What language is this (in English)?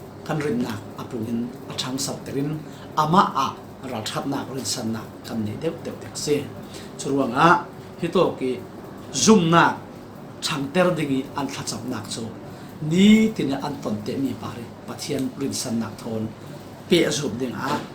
Falam Chin